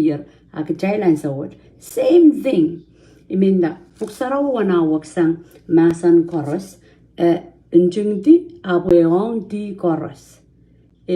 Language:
Pohnpeian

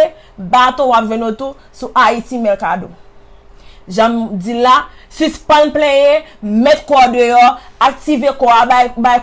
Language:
Haitian Creole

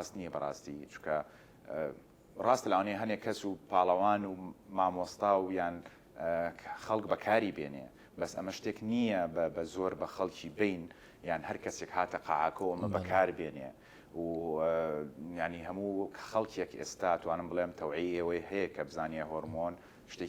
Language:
Central Kurdish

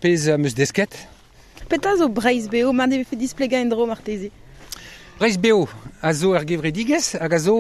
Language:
Breton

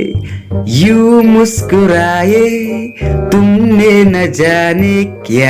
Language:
Khasi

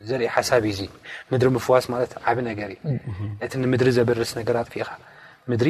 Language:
Tigrinya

